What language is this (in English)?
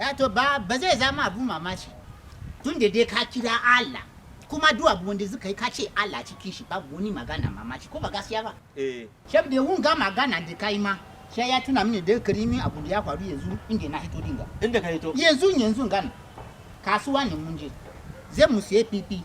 Hausa